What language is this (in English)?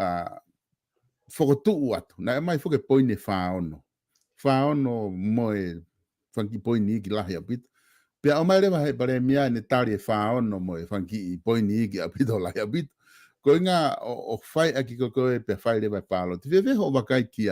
Tongan